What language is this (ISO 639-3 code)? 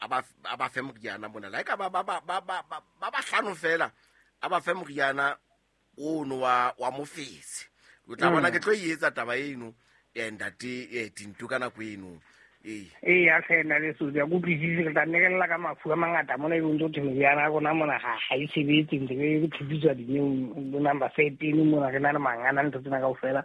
sot